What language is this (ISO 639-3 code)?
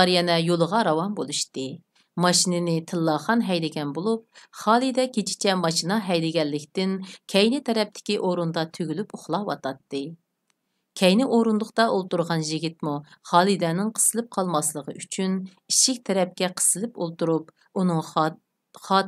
uig